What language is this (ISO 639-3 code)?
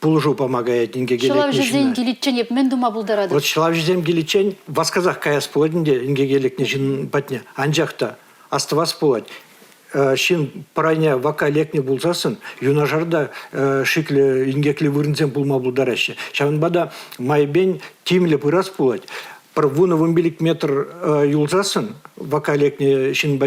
chv